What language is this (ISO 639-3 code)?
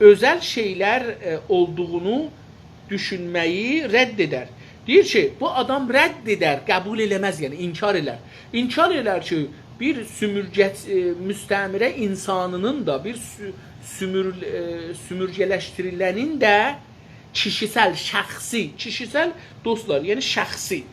azb